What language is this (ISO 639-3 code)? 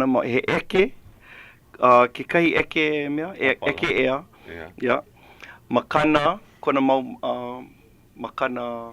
haw